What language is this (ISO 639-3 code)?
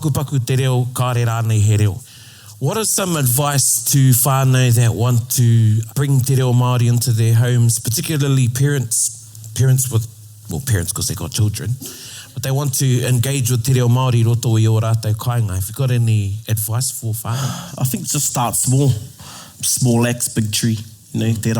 mri